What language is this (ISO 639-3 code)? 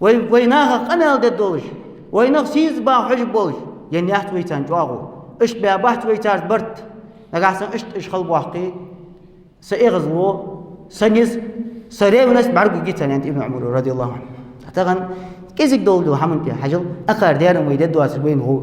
inh